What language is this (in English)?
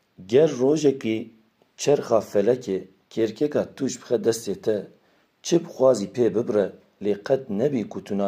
Kurdish